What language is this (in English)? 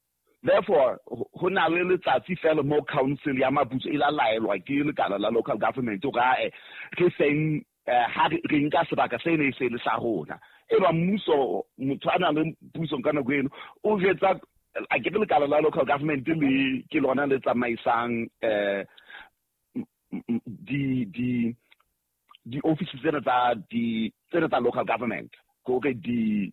Southern Sotho